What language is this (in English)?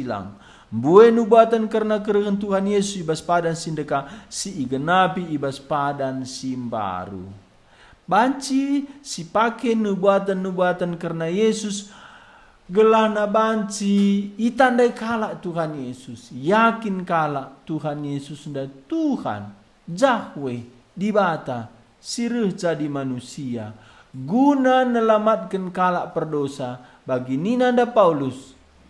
Batak Karo